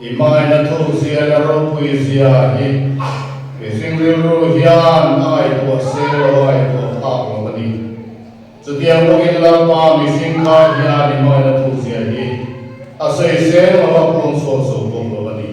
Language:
Mizo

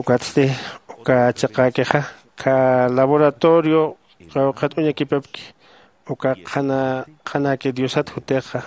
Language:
Aymara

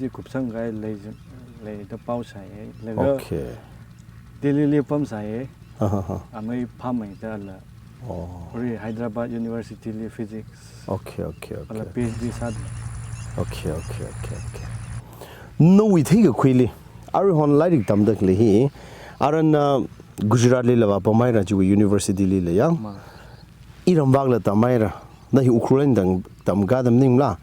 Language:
Tangkhul Naga (India)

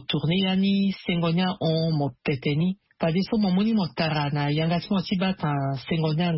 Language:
Sango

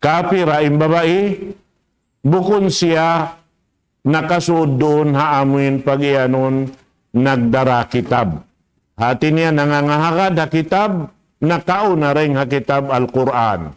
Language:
Tausug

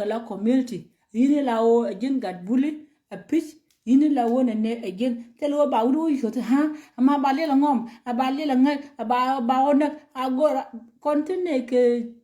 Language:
Nuer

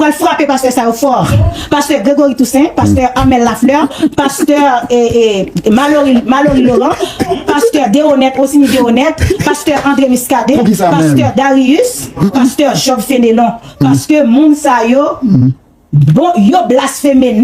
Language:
Haitian Creole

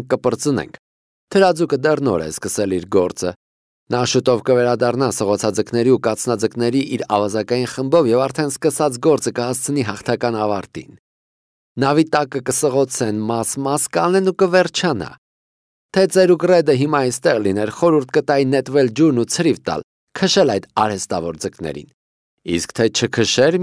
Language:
Armenian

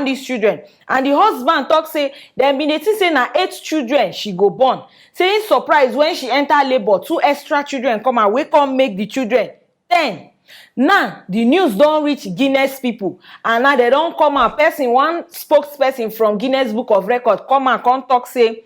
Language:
Nigerian Pidgin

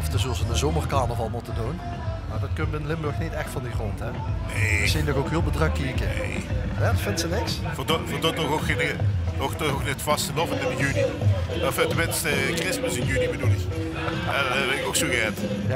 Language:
Limburgish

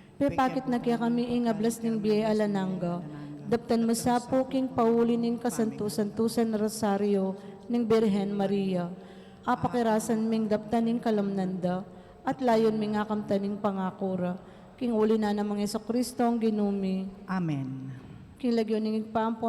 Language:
Pampanga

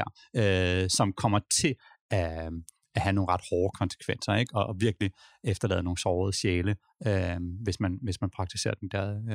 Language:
Danish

